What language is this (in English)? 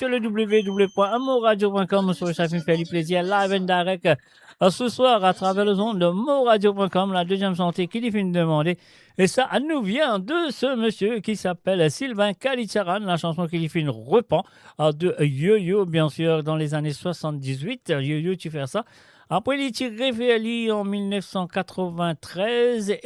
Morisyen